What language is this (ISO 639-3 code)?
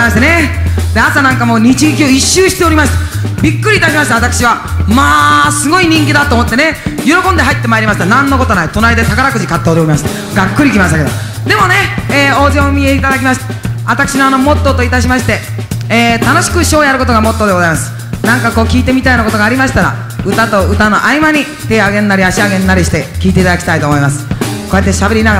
jpn